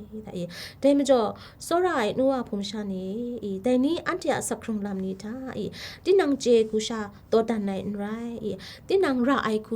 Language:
Kachin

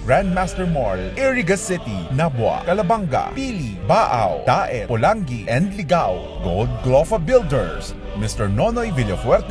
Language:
Bikol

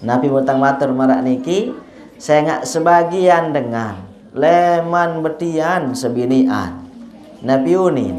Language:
Sasak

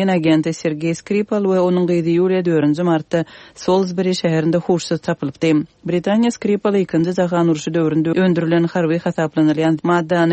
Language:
Kyrgyz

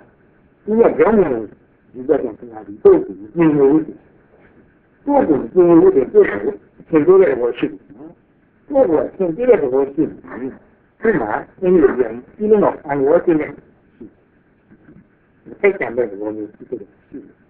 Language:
Burmese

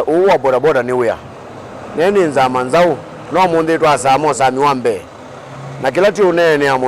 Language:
Kamba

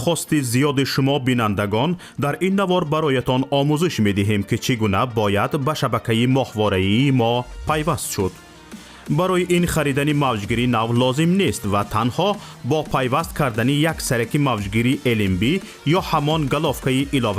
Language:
Tajik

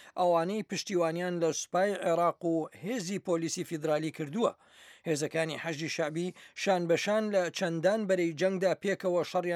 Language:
Central Kurdish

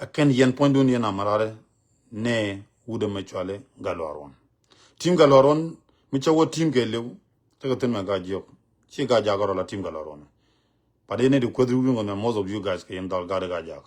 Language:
Nuer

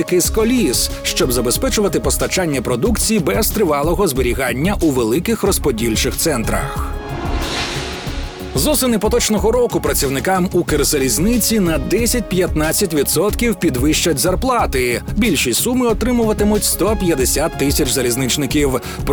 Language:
Ukrainian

